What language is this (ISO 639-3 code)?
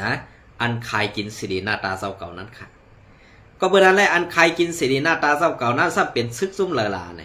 shn